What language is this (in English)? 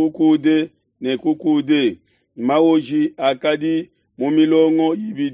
Luba-Lulua